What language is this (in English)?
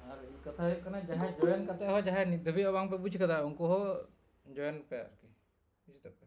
Santali